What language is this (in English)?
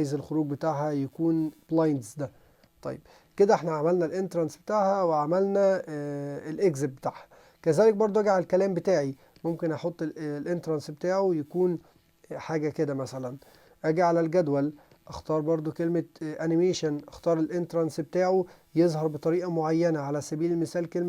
Egyptian Arabic